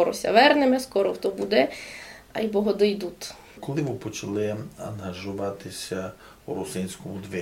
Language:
Rusyn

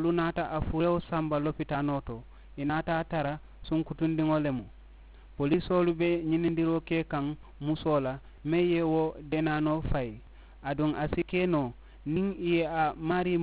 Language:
Mandingo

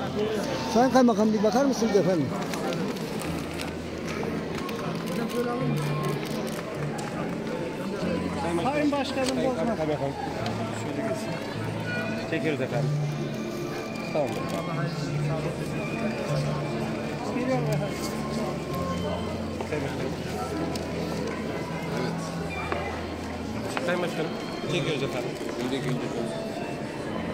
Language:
Turkish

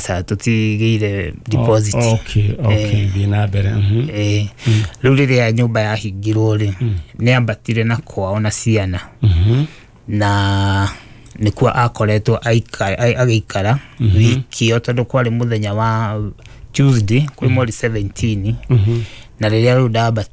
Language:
Kikuyu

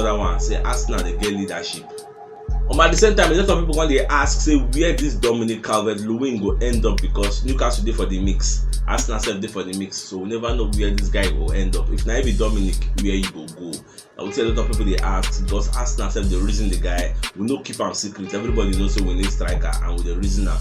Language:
Nigerian Pidgin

